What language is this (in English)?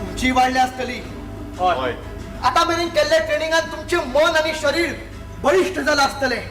Konkani